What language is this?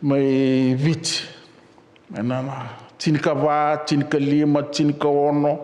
Fijian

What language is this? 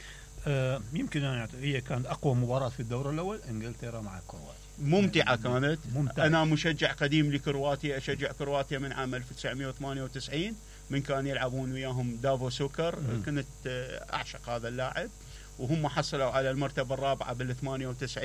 Mesopotamian Arabic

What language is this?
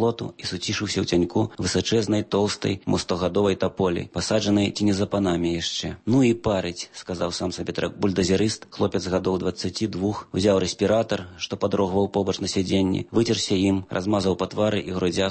Belarusian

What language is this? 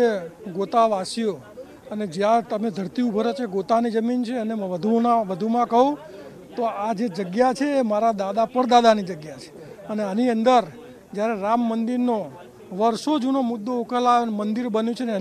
Gujarati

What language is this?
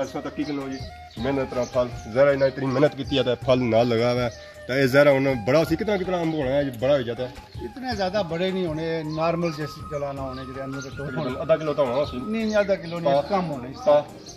Pahari-Potwari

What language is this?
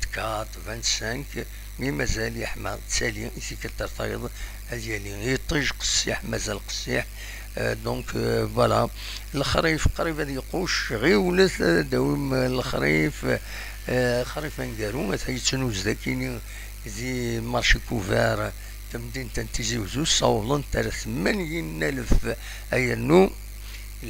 Kabyle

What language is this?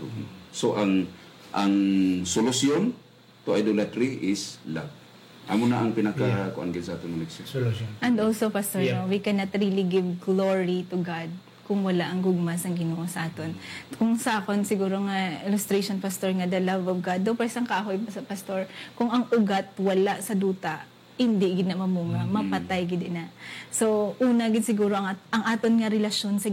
Hiligaynon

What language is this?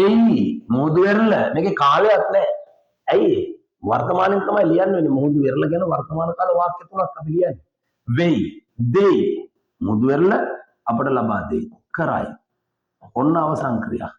Sinhala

